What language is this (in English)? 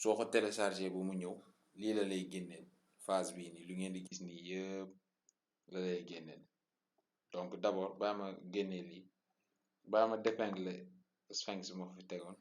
Wolof